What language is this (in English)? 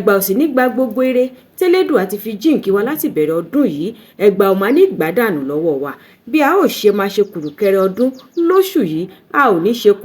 Yoruba